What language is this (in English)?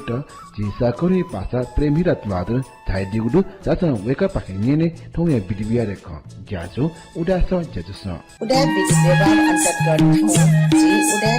Newari